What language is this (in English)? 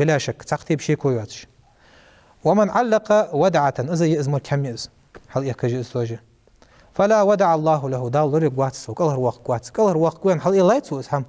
Ingush